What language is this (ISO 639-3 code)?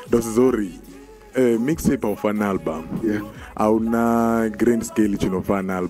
ven